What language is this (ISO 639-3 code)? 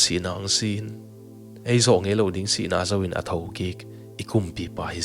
ctd